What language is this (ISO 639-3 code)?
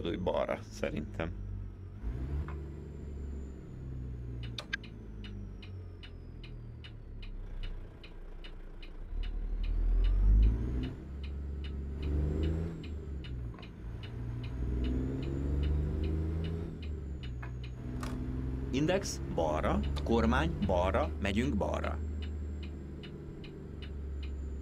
hun